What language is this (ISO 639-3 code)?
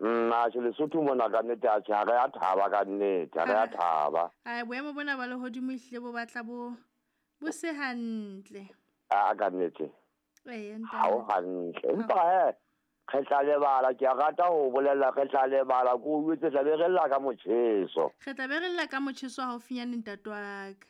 sot